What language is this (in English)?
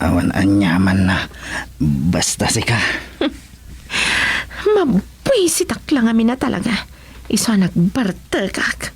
Iloko